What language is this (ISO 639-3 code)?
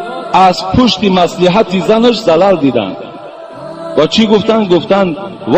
tgk